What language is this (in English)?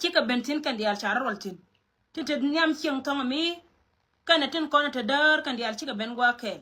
Nuer